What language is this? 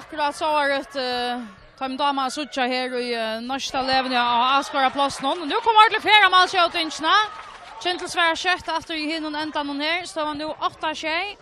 Faroese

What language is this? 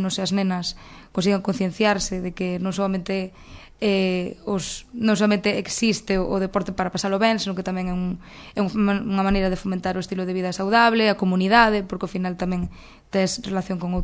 Galician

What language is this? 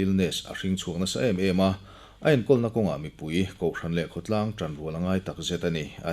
Mizo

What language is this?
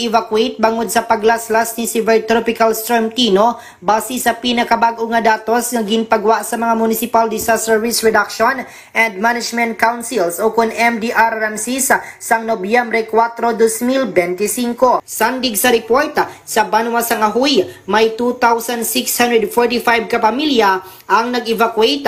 Hiligaynon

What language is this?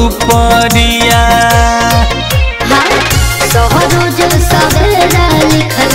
Bhojpuri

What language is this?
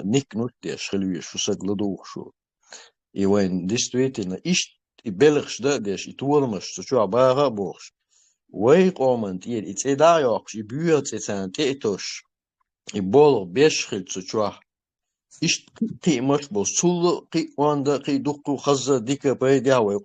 Chechen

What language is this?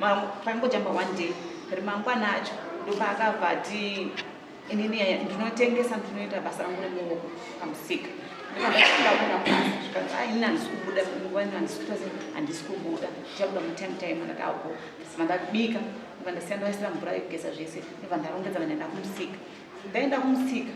Shona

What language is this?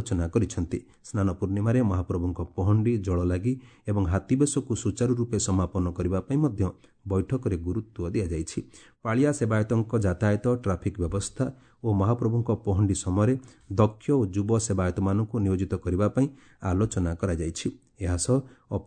Odia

